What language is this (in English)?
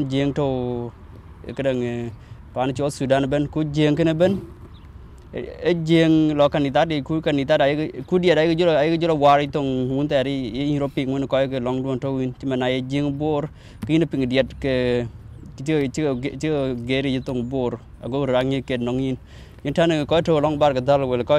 Dinka